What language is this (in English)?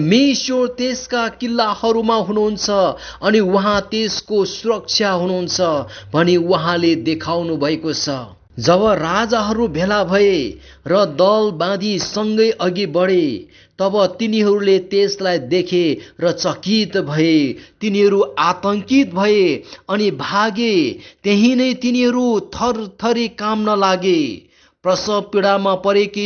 Nepali